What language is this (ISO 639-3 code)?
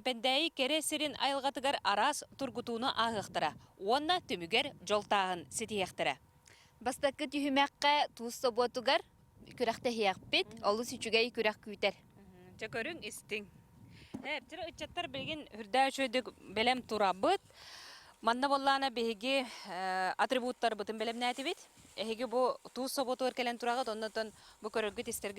sah